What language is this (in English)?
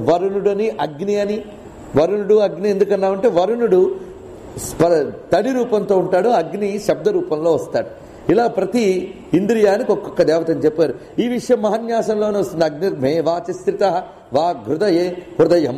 Telugu